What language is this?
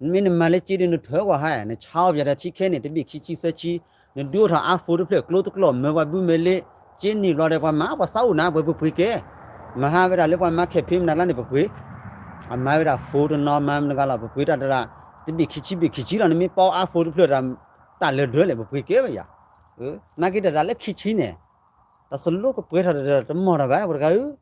S'gaw Karen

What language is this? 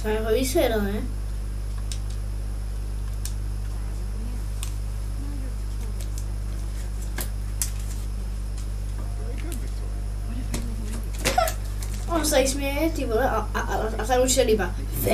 Czech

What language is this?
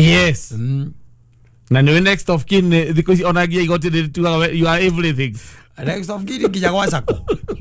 Kikuyu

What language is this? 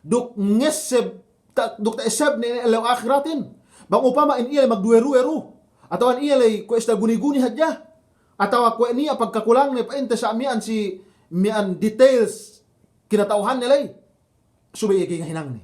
Yakan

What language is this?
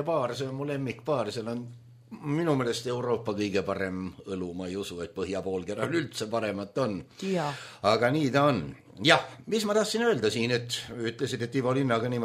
Estonian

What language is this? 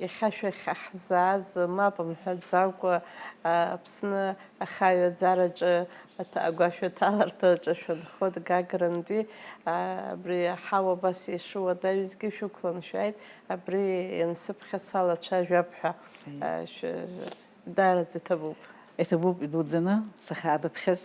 Abkhazian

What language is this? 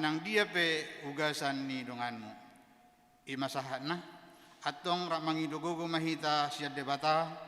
Batak Toba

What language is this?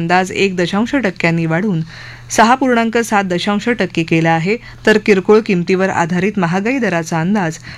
Marathi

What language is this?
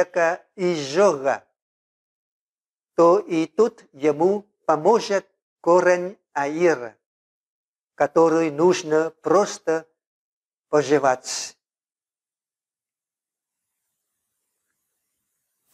Russian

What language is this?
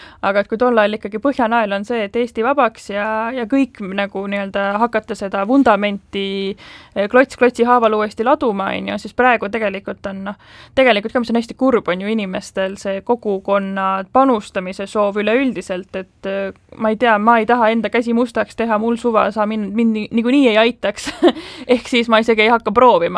Estonian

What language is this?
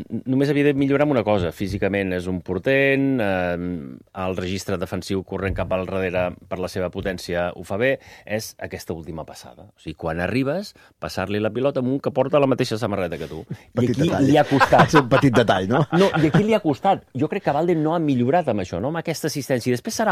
Catalan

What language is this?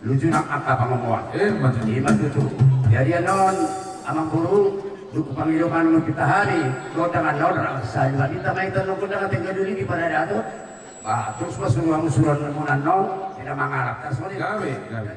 Batak Toba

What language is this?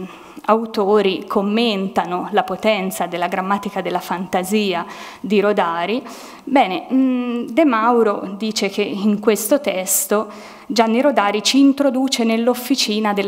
Italian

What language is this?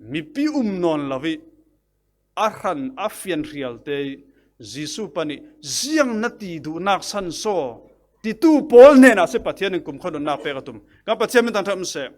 Falam Chin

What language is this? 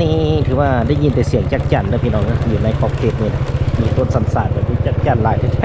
Lao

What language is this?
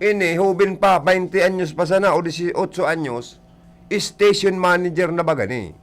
Bikol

